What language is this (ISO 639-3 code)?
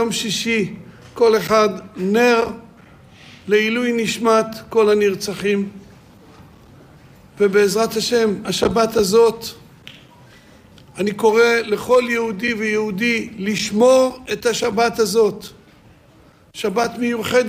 heb